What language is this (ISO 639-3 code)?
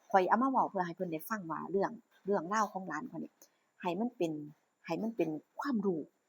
tts